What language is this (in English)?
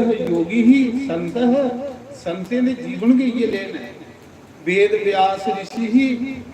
Dogri